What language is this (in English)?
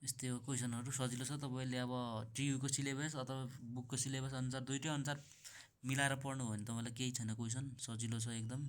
Nepali